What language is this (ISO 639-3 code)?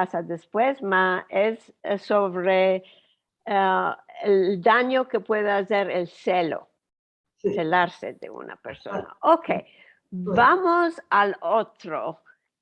lad